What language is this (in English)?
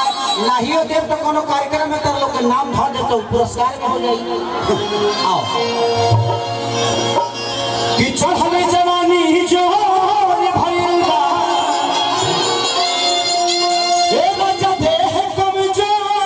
Bhojpuri